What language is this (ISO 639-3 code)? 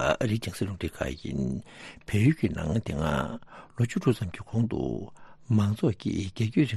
bod